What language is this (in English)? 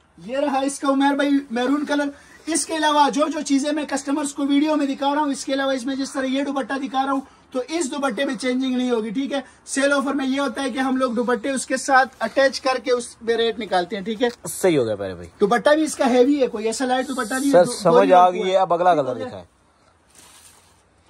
Hindi